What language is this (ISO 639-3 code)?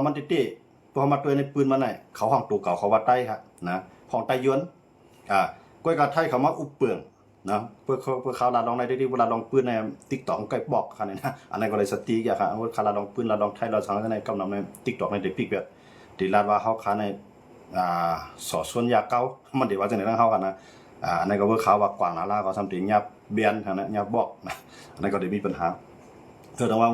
shn